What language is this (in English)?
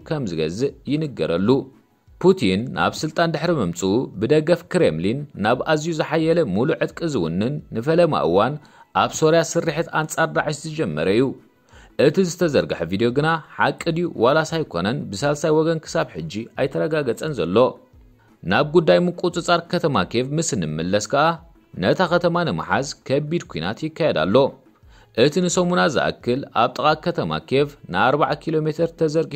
Tigrinya